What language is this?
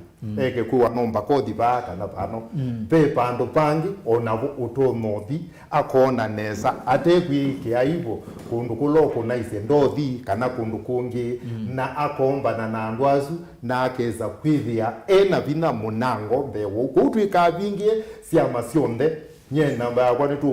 Kamba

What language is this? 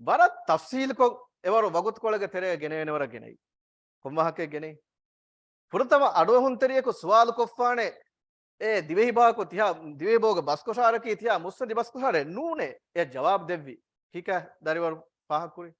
Divehi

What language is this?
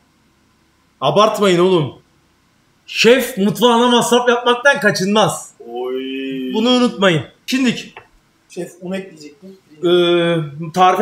Turkish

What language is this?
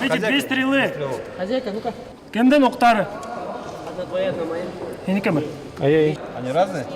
Bashkir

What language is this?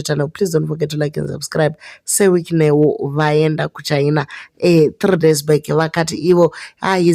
Shona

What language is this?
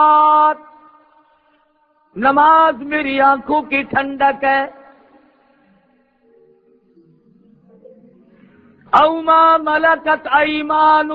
Urdu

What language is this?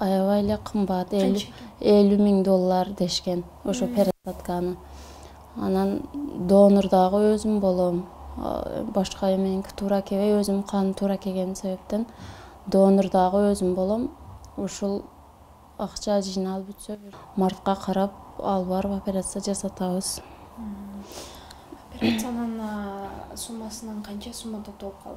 Kyrgyz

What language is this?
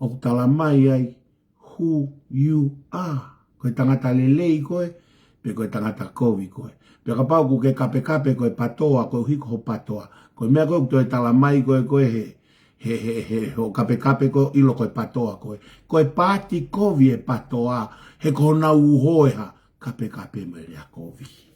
Tongan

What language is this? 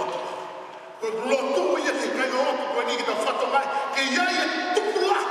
Tongan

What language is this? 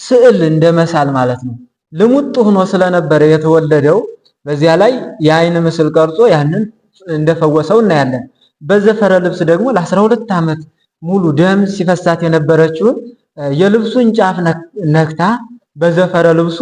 Amharic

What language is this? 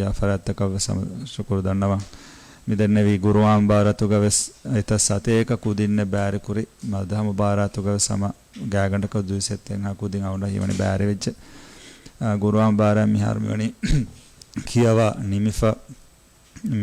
Divehi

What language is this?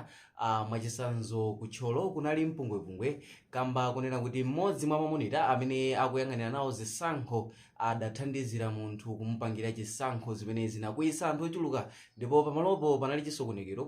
Nyanja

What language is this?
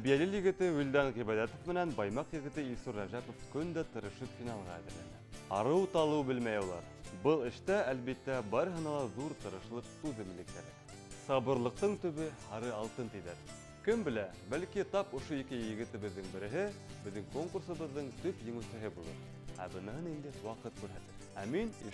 Bashkir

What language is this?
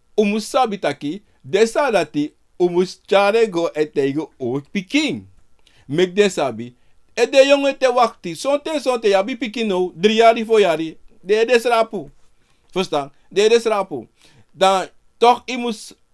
Sranan Tongo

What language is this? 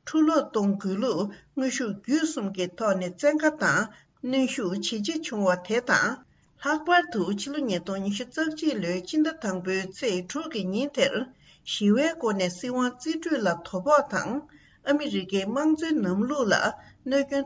Tibetan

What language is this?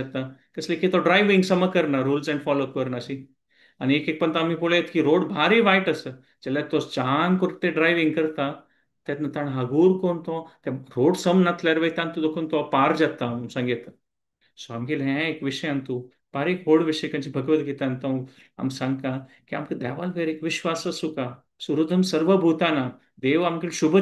Konkani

